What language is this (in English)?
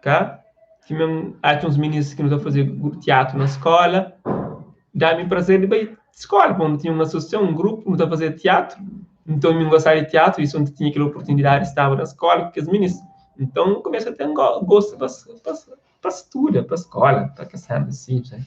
Kabuverdianu